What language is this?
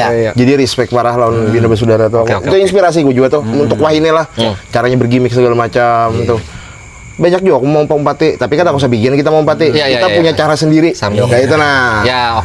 Banjar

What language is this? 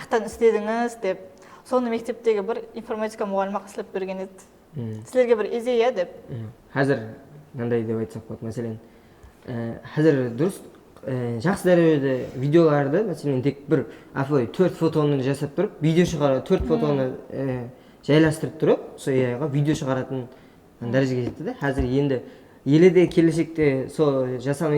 Kara-Kalpak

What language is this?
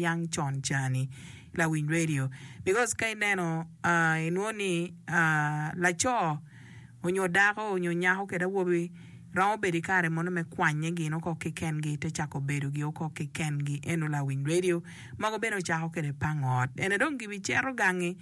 Acoli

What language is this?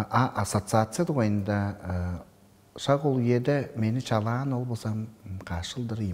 Tuvinian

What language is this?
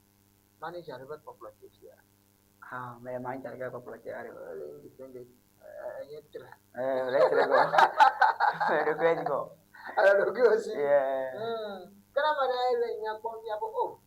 Ewe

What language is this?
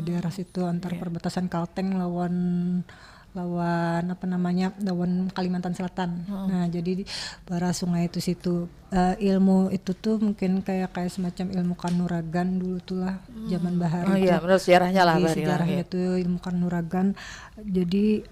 Banjar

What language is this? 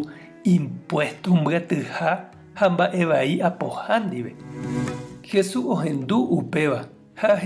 Guarani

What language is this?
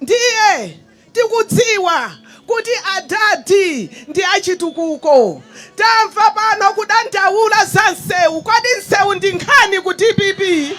Nyanja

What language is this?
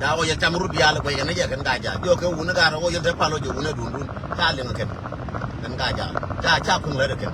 Nuer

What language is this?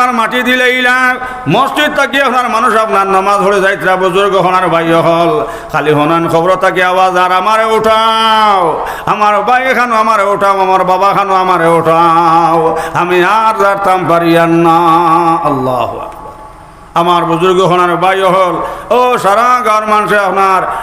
Sylheti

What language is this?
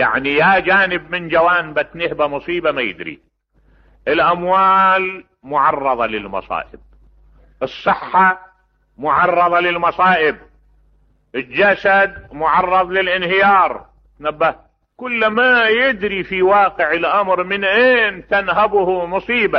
Mesopotamian Arabic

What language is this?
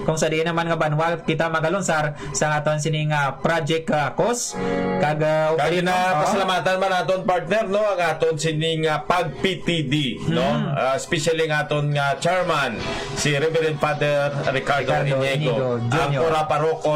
Hiligaynon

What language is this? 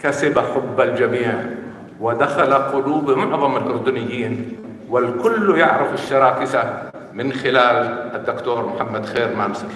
North Levantine Arabic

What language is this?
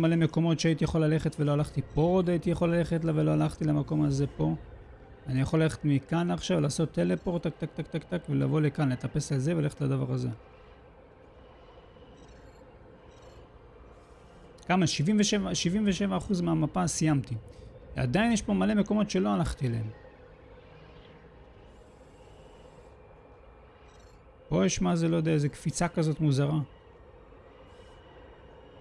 Hebrew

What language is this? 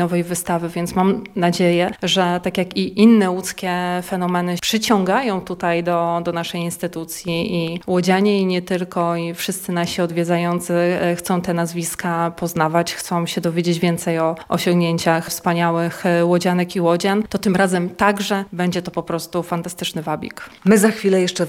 Polish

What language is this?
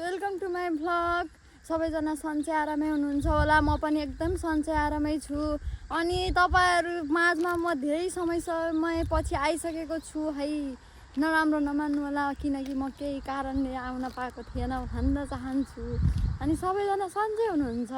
Nepali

